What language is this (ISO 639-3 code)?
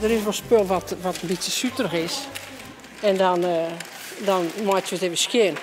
fry